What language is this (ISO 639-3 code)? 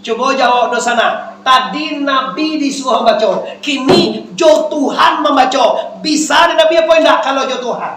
min